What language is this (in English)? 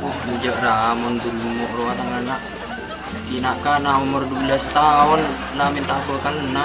Madurese